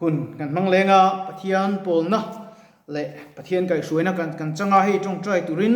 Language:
Mizo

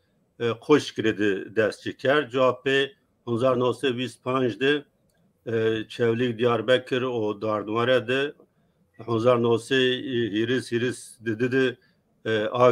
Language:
Zaza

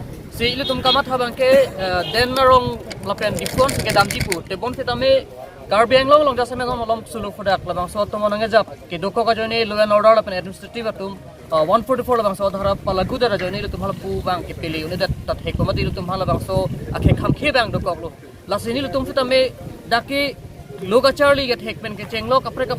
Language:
Karbi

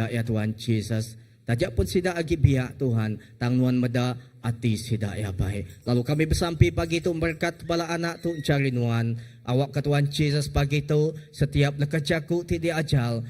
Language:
Iban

